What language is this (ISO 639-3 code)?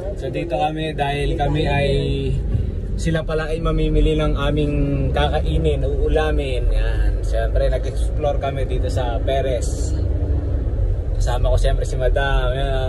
fil